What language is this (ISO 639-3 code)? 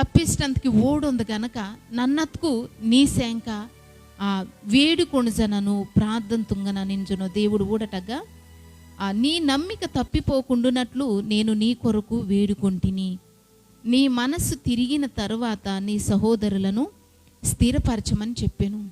kff